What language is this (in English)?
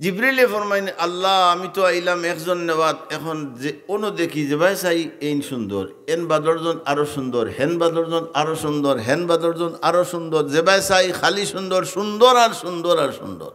Sylheti